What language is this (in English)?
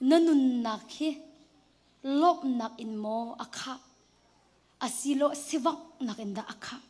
Hakha Chin